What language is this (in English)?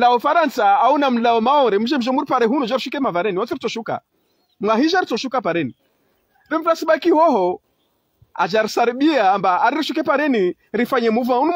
Ngazidja Comorian